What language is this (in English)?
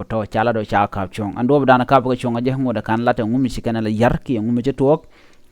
Nuer